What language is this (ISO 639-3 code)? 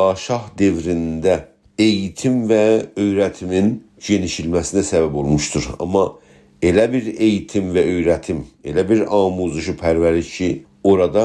azb